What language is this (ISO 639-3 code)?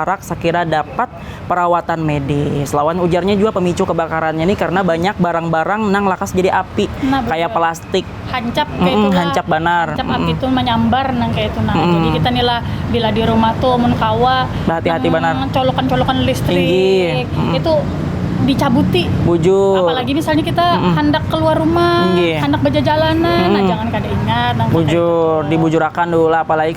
bjn